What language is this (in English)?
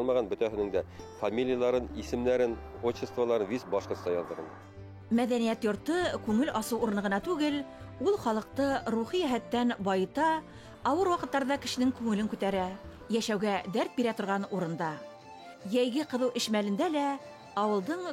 Bashkir